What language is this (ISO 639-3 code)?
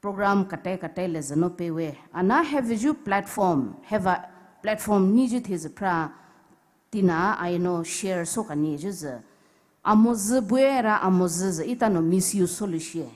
pmx